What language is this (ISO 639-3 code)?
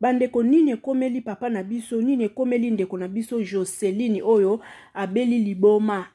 lin